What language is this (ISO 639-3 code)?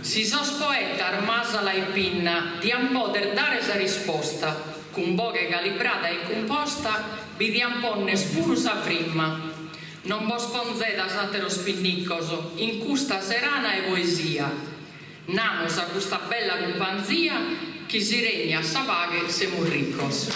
srd